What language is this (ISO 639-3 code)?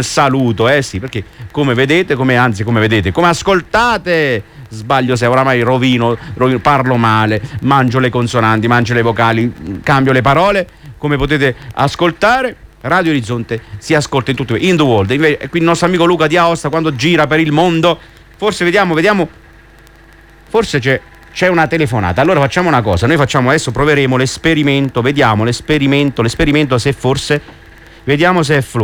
ita